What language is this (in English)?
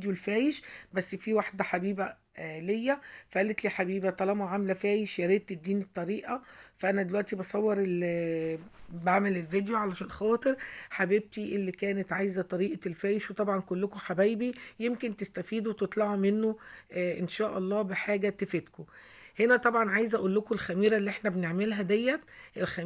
Egyptian Arabic